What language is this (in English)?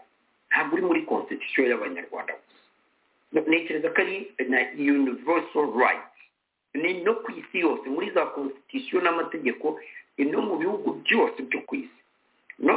Kinyarwanda